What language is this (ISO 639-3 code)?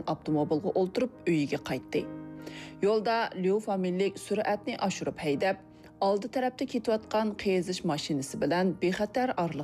uig